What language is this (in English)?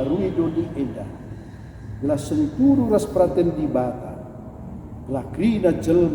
Batak Karo